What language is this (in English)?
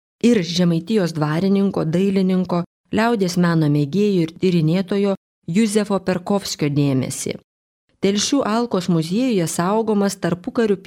Lithuanian